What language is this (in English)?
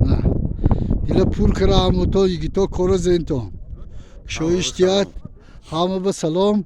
Tajik